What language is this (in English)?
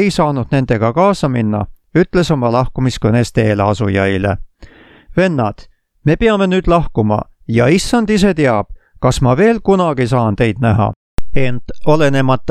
Estonian